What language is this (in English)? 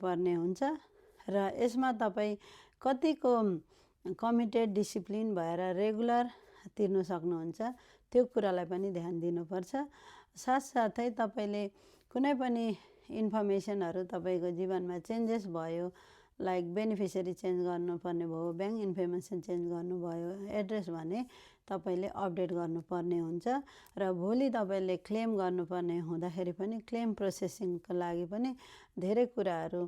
Nepali